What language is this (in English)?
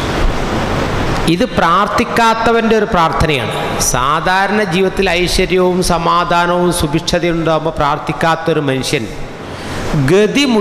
Malayalam